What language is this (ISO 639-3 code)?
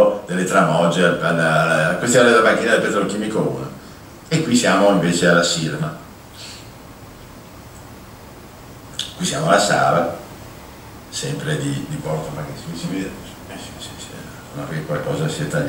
ita